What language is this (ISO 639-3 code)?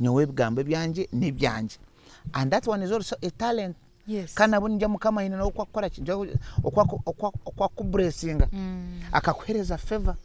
nyn